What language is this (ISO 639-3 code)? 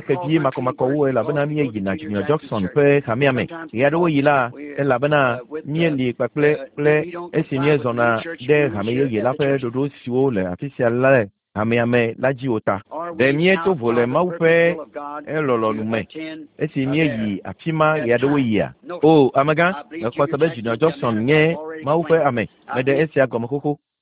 ewe